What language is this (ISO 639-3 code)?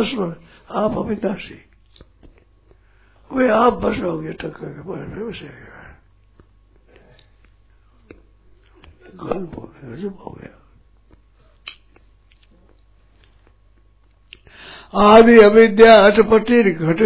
hin